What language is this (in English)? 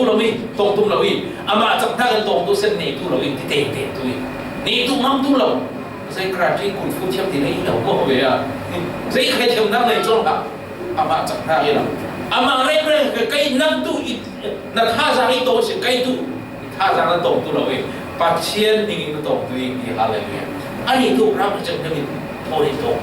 Falam Chin